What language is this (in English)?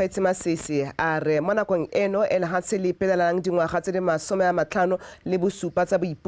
Tswana